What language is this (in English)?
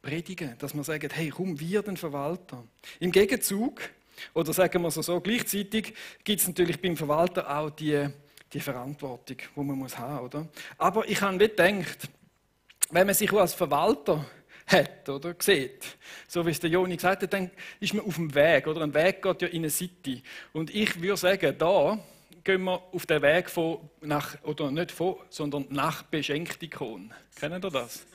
Swiss German